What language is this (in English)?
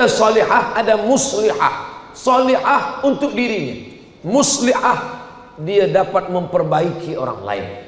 Malay